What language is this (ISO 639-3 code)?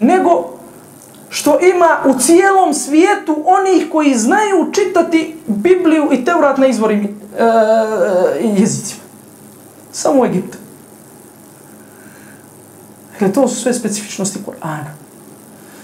bos